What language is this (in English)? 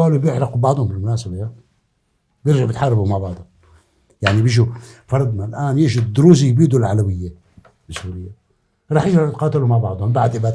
North Levantine Arabic